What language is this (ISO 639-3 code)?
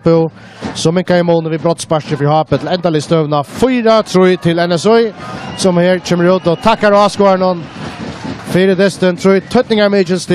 fao